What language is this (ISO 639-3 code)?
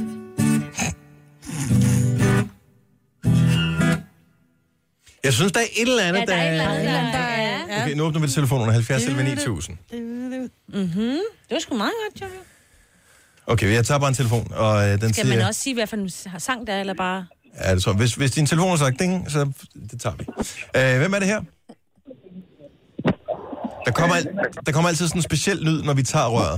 dan